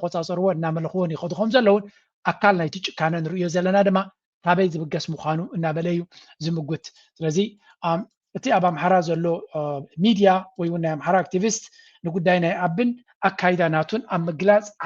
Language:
Tigrinya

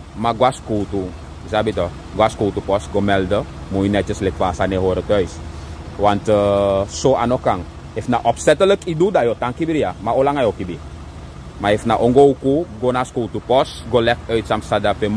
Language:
Sranan Tongo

